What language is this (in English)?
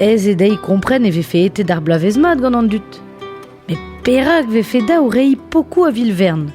Breton